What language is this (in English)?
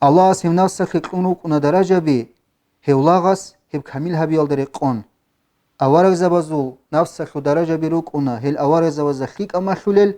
Avaric